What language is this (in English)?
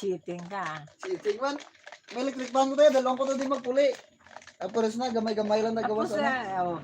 Hiligaynon